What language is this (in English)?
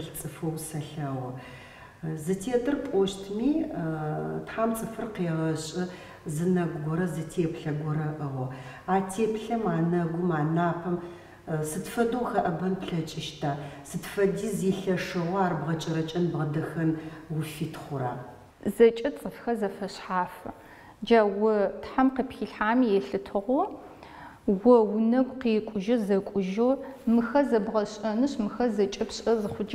Adyghe